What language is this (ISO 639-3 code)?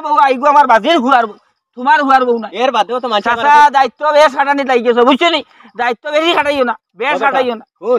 syl